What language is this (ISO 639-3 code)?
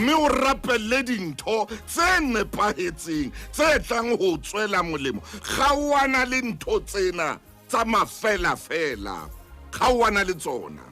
sot